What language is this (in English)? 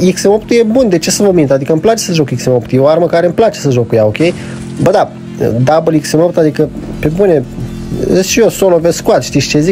Romanian